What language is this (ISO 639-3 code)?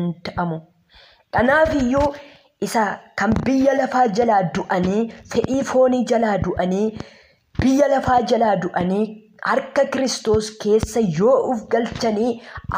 orm